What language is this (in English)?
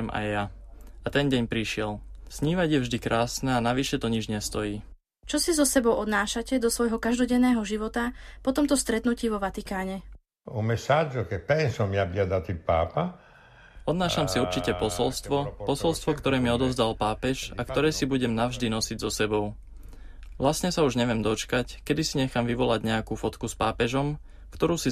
Slovak